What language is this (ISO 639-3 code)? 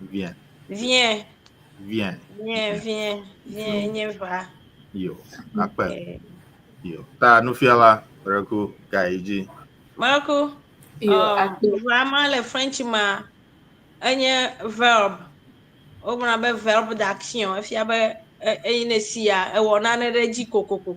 ewe